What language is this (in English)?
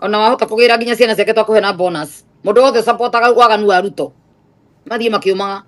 Kikuyu